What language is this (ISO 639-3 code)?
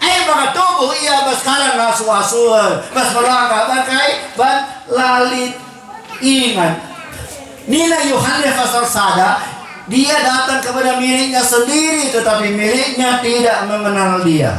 btx